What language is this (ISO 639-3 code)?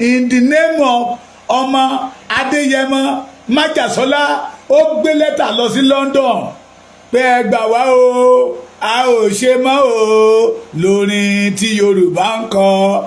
yor